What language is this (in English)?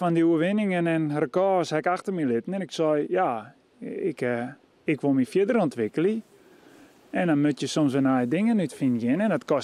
Western Frisian